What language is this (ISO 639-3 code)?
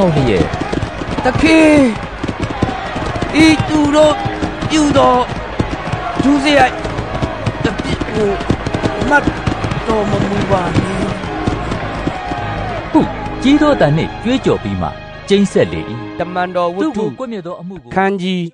mya